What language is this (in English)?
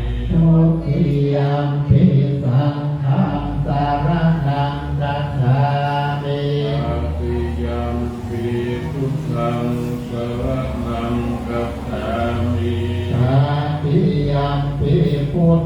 Pali